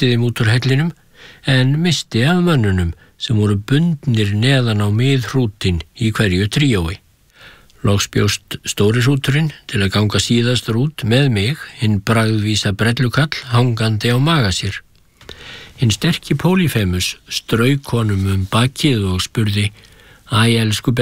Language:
Icelandic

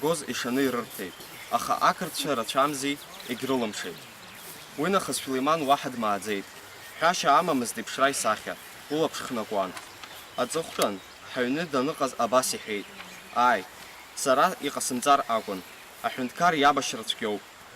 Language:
Abkhazian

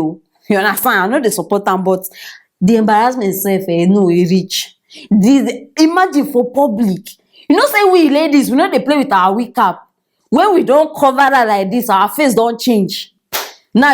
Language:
Nigerian Pidgin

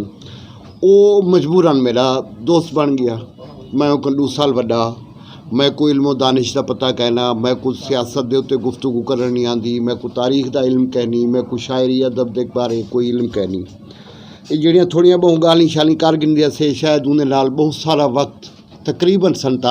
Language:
Western Panjabi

